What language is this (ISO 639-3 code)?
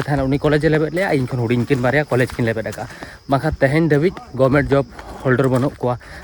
sat